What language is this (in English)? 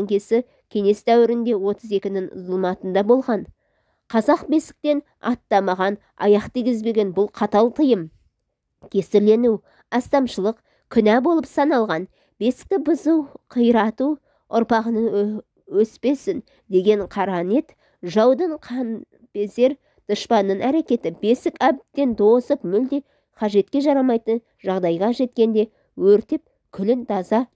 Kazakh